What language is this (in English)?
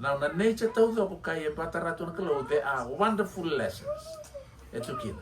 Fijian